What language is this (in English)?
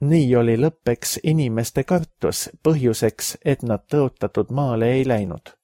Estonian